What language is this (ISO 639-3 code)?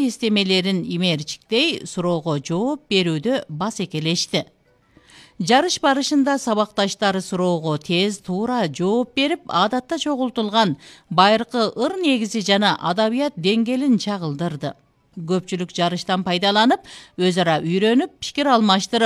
kir